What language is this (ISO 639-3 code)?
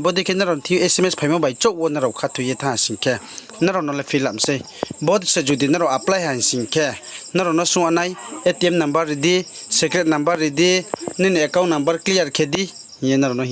ria